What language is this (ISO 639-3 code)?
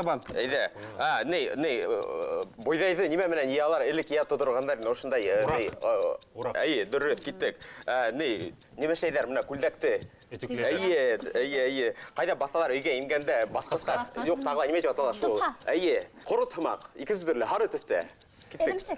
bak